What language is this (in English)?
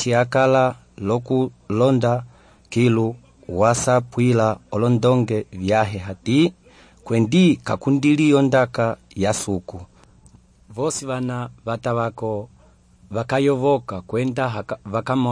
Umbundu